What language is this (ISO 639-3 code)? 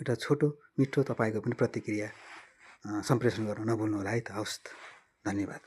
nep